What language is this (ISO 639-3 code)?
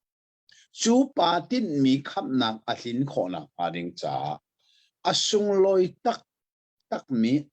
cnh